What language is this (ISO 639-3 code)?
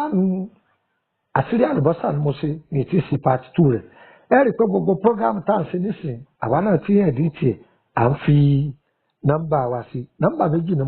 yor